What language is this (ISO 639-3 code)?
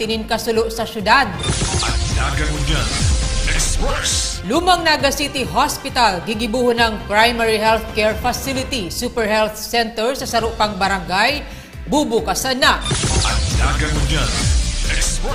bik